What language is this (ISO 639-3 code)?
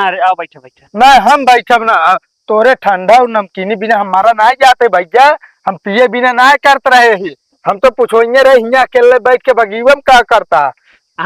awa